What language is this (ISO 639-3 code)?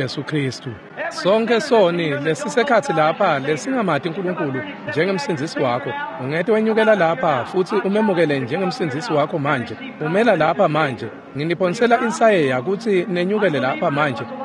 ssw